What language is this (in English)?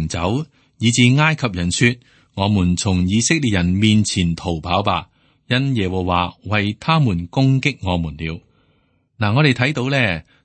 Cantonese